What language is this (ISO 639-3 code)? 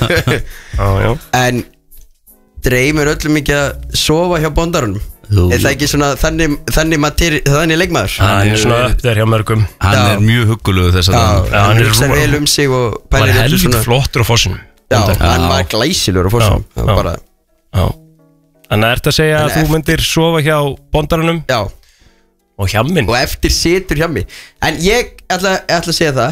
isl